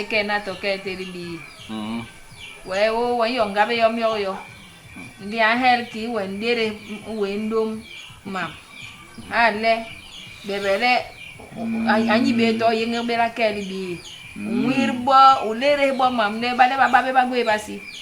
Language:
Basaa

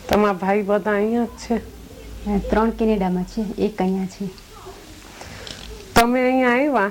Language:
Gujarati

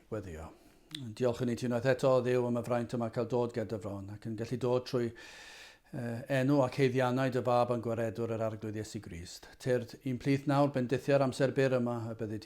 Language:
Welsh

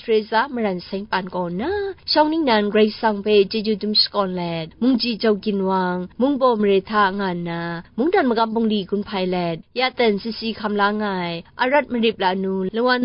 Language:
Kachin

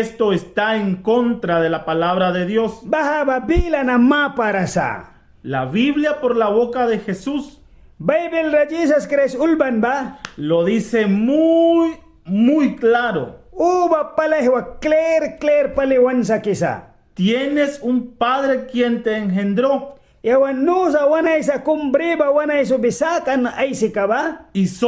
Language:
Mískito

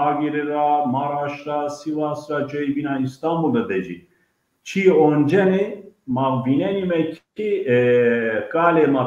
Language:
Zaza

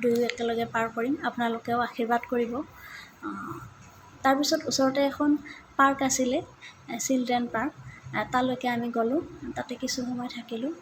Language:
Assamese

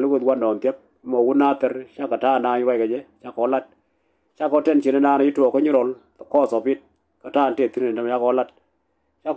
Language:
Nuer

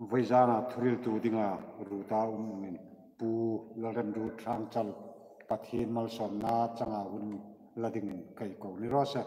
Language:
Hmar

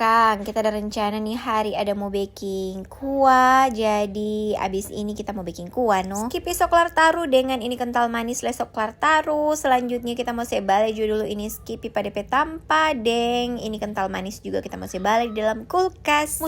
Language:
Manado Malay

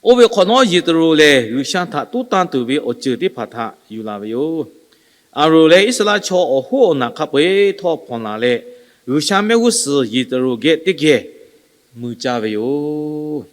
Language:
Lahu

